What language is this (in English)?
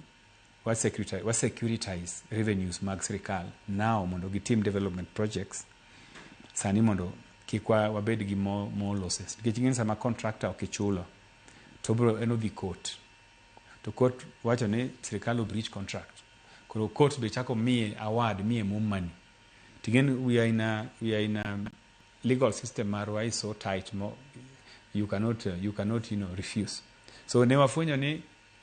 Luo (Kenya and Tanzania)